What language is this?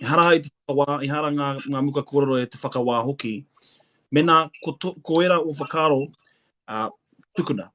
Māori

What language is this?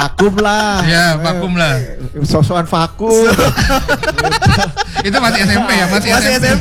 Indonesian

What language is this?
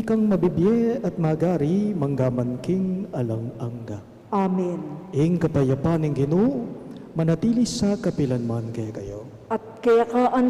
Pampanga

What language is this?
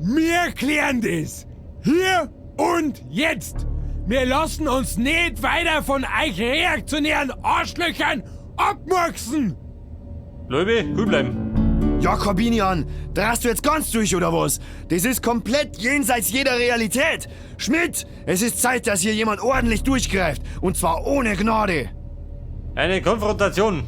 Bavarian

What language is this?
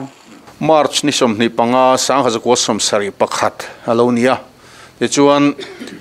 Mizo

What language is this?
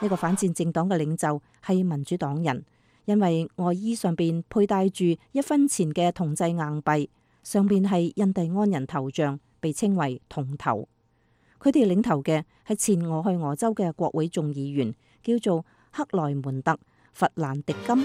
Cantonese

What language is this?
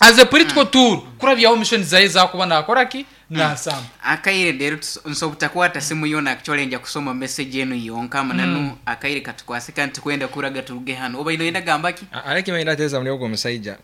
Nyoro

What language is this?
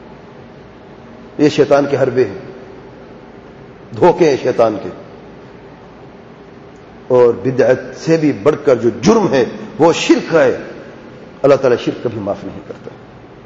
Urdu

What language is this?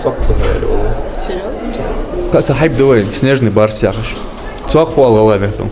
Ingush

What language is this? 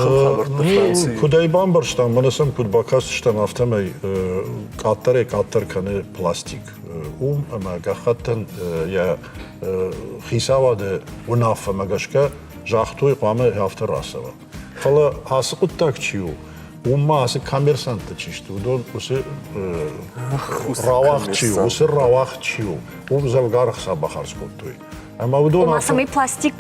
Ossetic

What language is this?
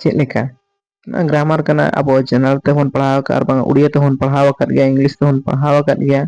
Santali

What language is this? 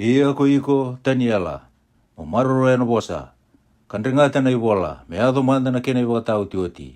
Fijian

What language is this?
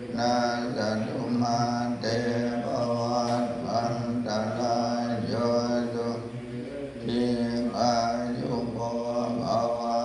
Pali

